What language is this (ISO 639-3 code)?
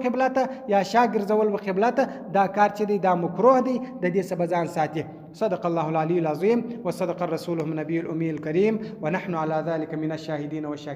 pus